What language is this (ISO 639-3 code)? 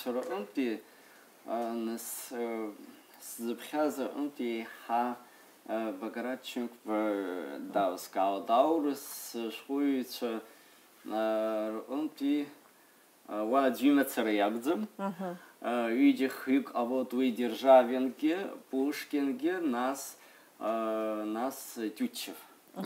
abk